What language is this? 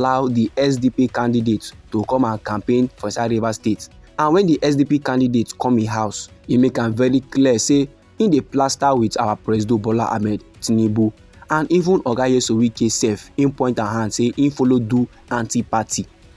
Nigerian Pidgin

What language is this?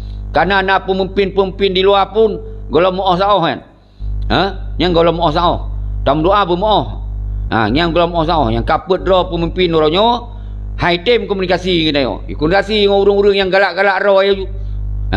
Achinese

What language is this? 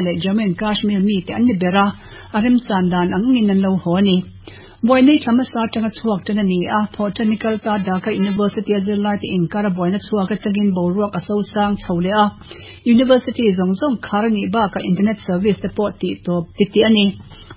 Mizo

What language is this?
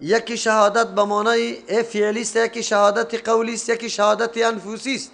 Persian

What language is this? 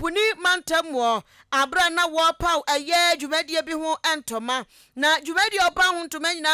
Akan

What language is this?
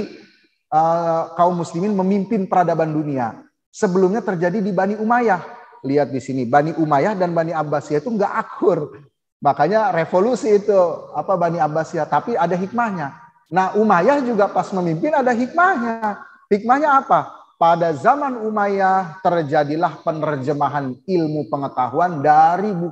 Indonesian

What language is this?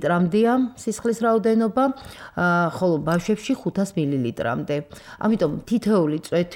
Georgian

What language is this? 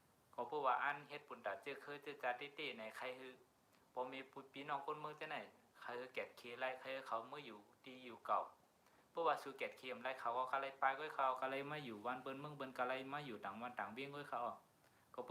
Shan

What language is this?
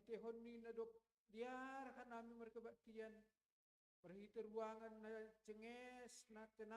Batak Simalungun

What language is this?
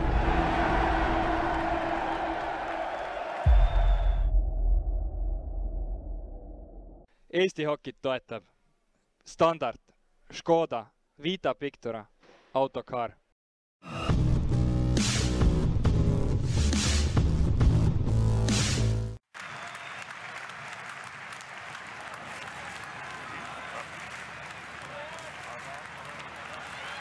Estonian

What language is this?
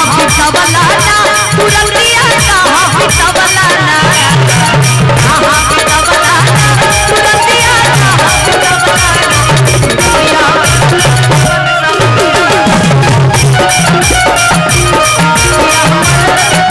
Bhojpuri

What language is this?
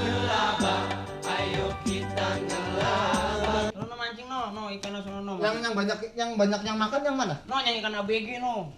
Betawi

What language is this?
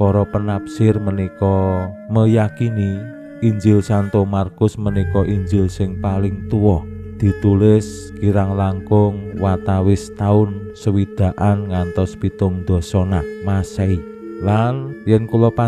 Javanese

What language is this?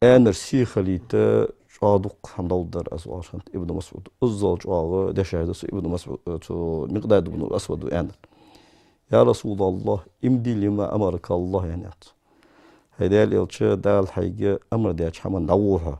Ingush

